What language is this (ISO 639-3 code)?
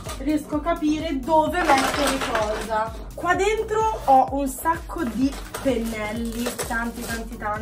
ita